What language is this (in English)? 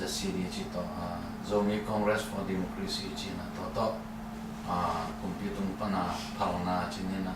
Tedim Chin